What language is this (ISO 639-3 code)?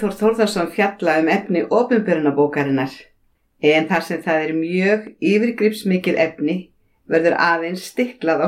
isl